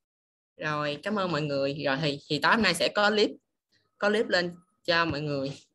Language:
Vietnamese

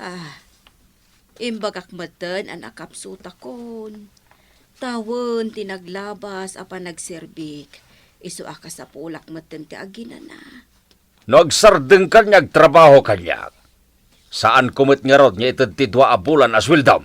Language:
Iloko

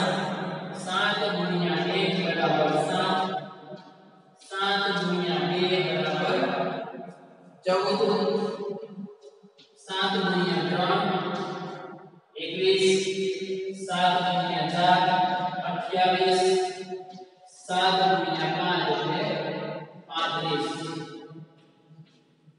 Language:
Gujarati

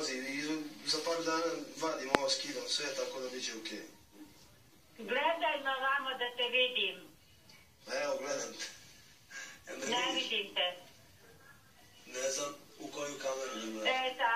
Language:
Bosnian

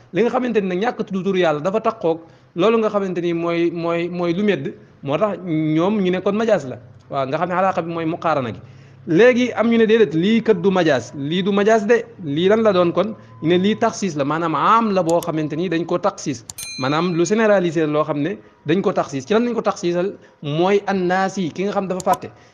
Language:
Wolof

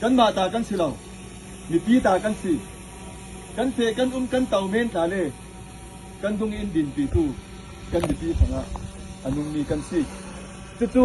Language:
Falam Chin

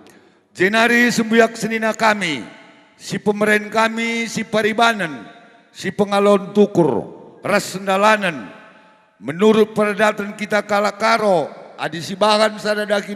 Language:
Batak Karo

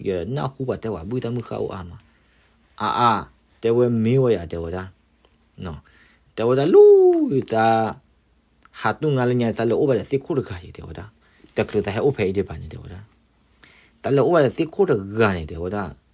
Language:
S'gaw Karen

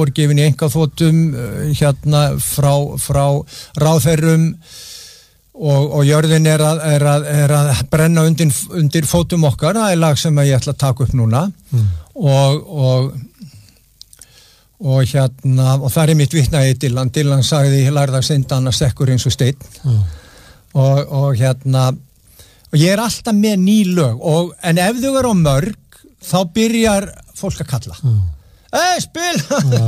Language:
Icelandic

